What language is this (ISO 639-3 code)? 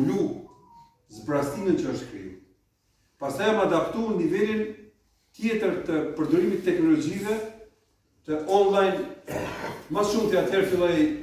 sqi